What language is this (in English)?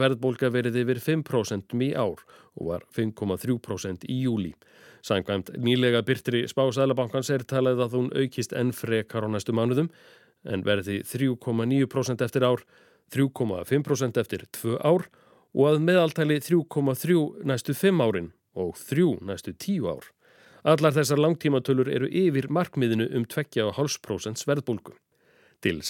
Icelandic